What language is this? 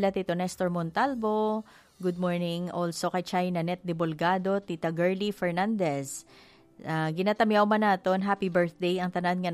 Hiligaynon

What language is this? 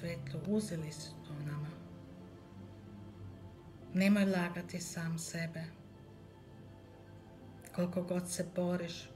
Croatian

